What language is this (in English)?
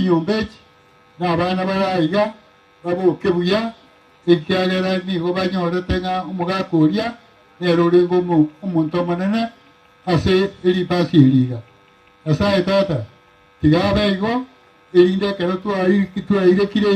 Gusii